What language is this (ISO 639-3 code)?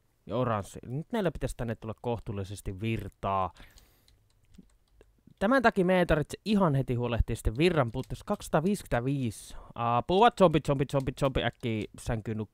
fin